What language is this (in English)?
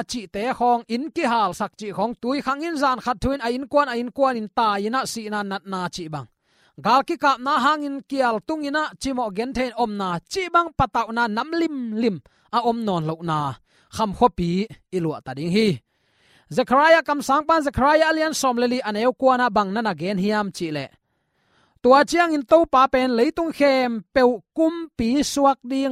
Tedim Chin